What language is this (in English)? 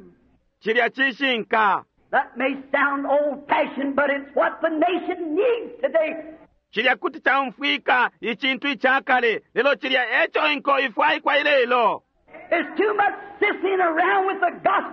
Bemba